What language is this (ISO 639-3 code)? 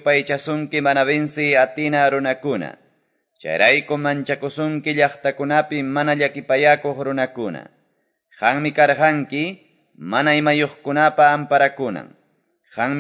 que